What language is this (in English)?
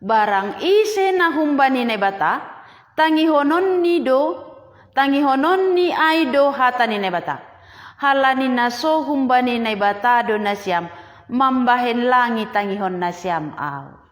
Batak Simalungun